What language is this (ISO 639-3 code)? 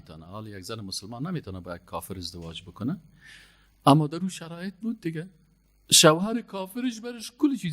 fas